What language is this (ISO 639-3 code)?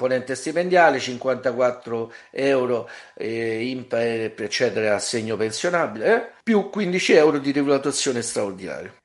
ita